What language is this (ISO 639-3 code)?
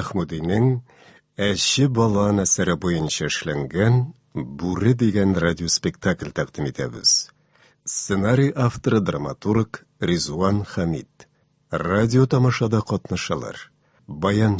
tat